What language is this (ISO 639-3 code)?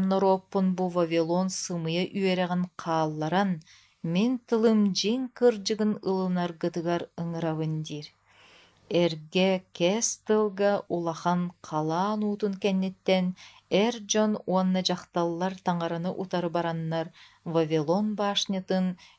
sah